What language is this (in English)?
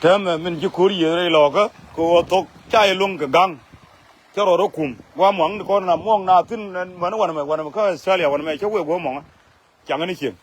Nuer